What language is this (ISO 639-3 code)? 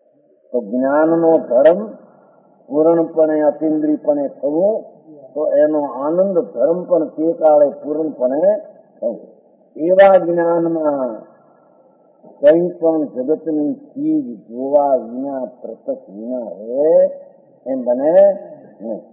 guj